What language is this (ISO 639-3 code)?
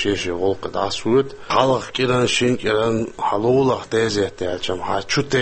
che